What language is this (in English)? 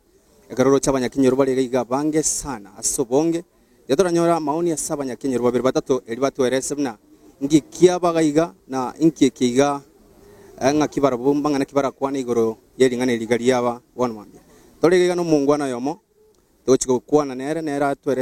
Gusii